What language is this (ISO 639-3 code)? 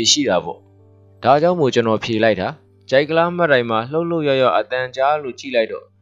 mya